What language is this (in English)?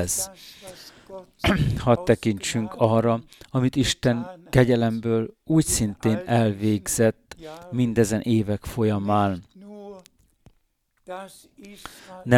Hungarian